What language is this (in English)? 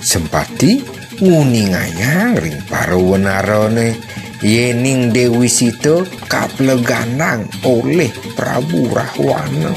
Balinese